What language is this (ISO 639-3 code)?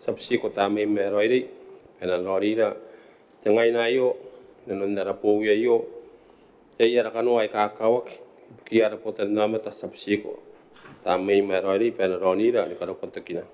gil